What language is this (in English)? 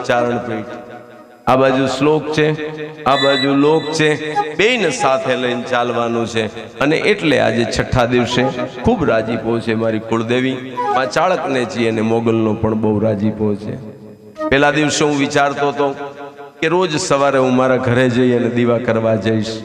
Gujarati